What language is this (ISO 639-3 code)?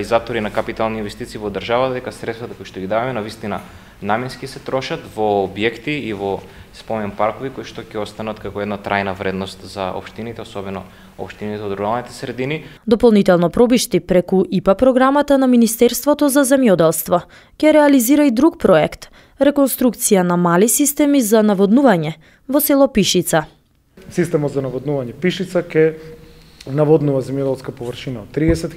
mkd